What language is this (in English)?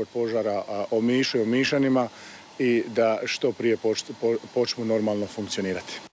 Croatian